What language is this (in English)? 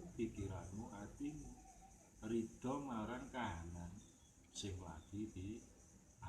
Javanese